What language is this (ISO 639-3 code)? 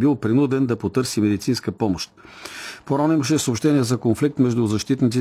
bul